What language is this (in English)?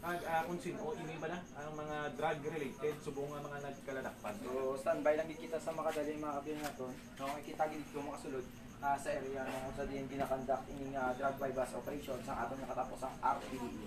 Hiligaynon